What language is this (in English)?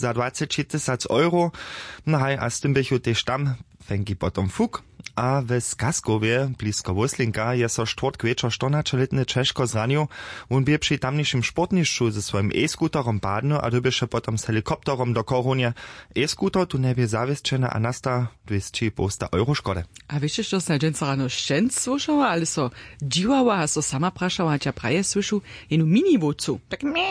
Upper Sorbian